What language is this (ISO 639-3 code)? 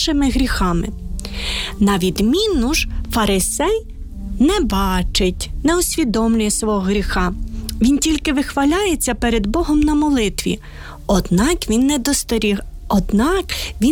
ukr